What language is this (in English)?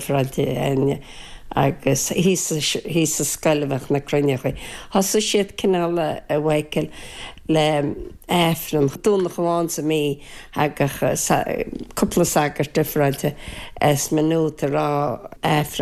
Irish